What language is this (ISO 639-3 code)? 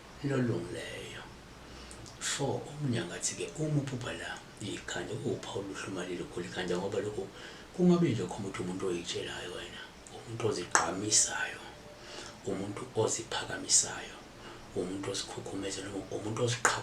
zul